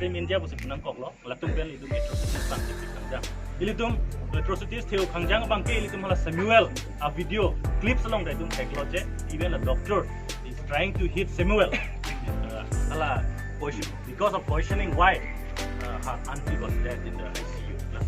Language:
Karbi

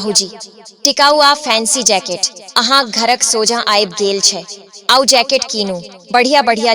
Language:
Maithili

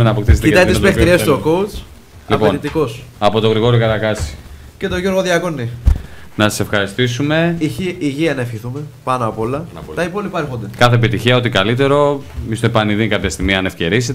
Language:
Greek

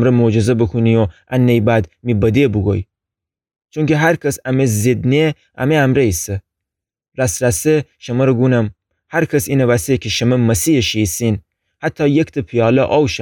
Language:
Gilaki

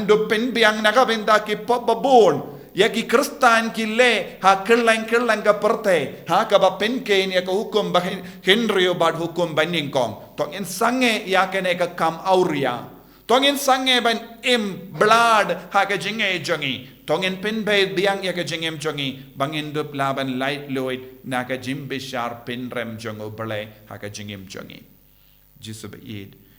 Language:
Khasi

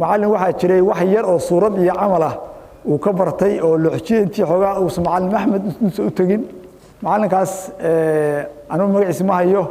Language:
Somali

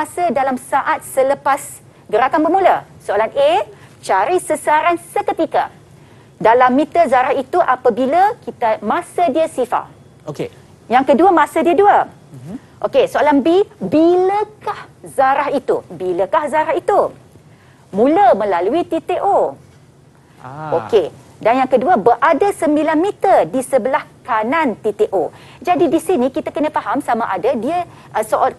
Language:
Malay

